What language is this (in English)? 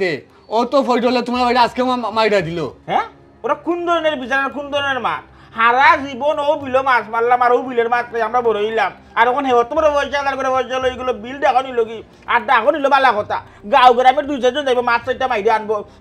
Sylheti